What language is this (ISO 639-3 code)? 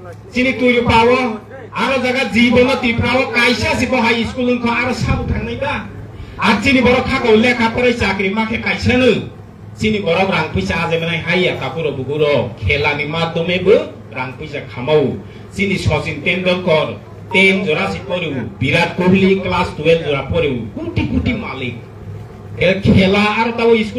trp